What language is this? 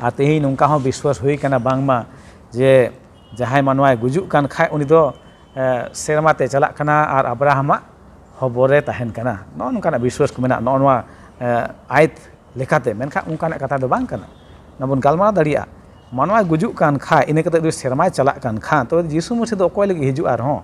Santali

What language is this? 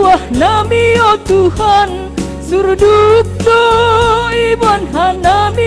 Batak Simalungun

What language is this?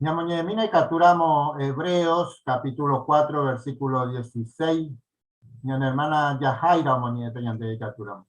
Guarani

